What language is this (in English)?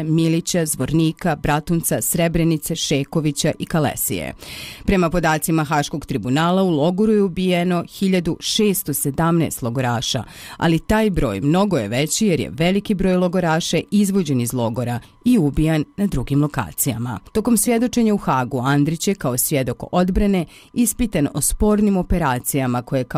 Bosnian